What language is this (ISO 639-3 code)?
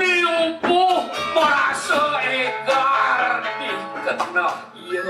ban